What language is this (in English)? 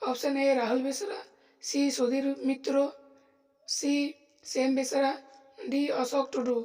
Santali